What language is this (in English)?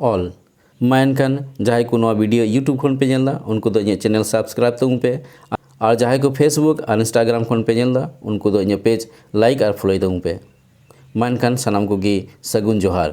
Santali